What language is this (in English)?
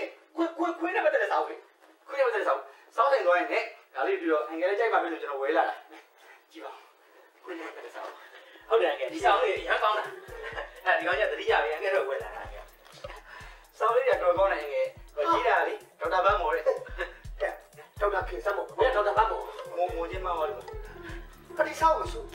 Burmese